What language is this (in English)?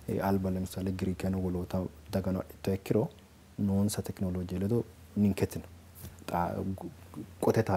Sidamo